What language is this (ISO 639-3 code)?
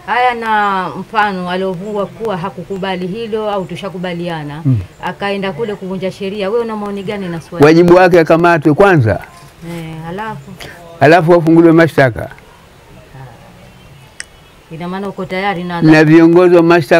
swa